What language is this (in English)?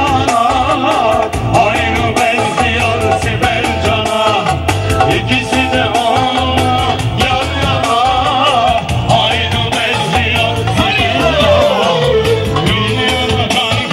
Turkish